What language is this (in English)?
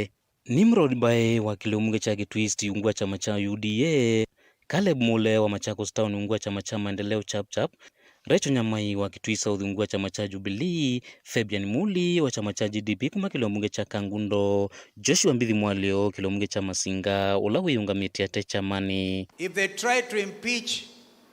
Kamba